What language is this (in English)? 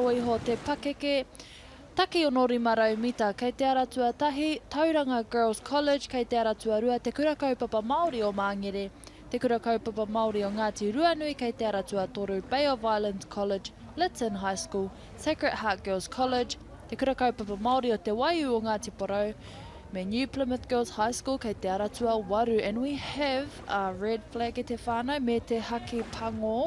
Māori